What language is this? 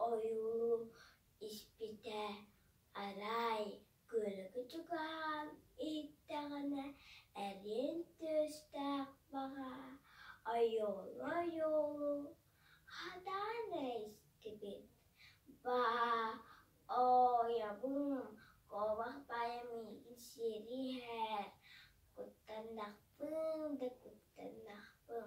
Yakut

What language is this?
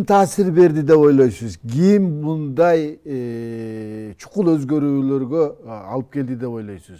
Kyrgyz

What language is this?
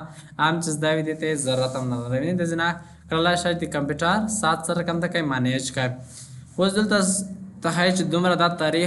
Pashto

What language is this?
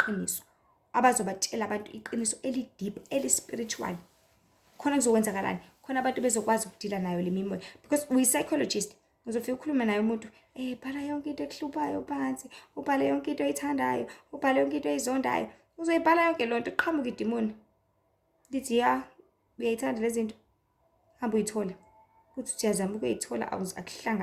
Zulu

